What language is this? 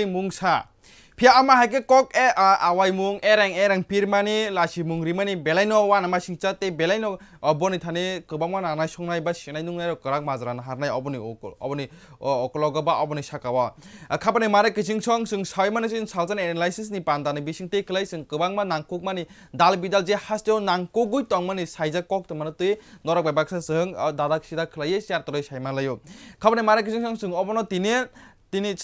Kok Borok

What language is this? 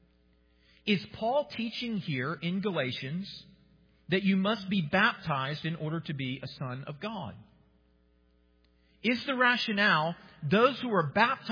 English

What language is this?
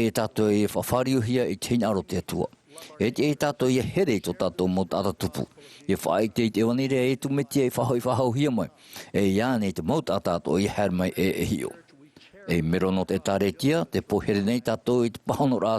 Tahitian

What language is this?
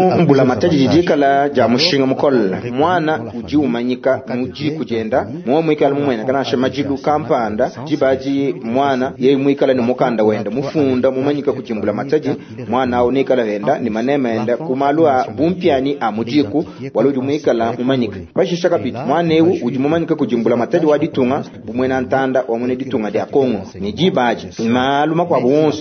Luba-Lulua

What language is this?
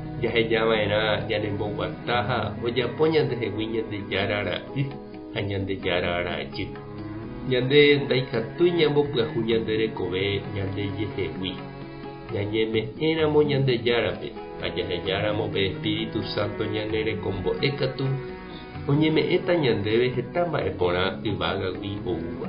Guarani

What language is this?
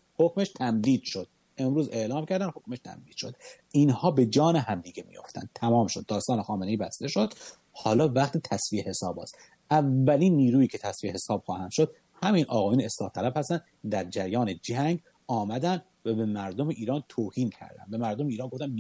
Persian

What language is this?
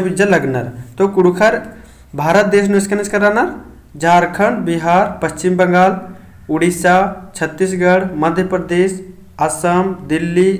Kurukh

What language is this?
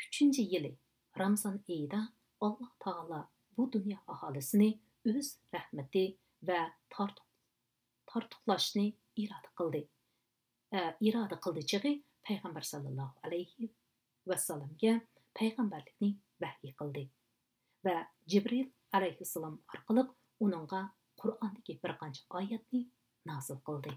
Uyghur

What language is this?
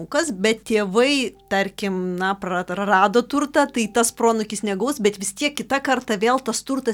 Lithuanian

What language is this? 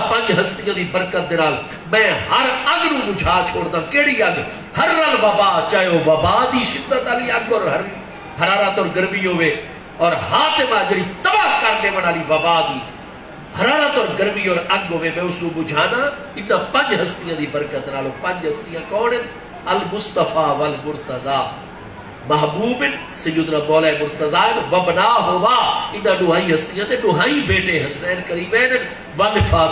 Saraiki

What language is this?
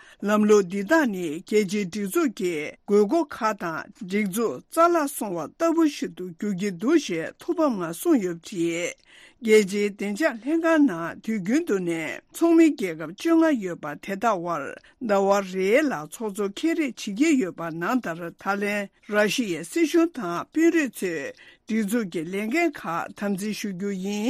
Tibetan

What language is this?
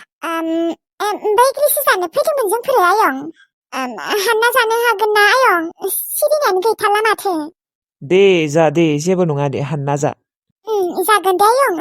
Bodo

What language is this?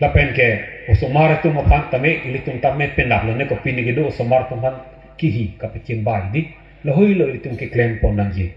Karbi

